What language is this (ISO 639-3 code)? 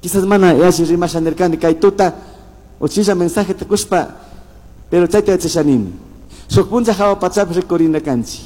qug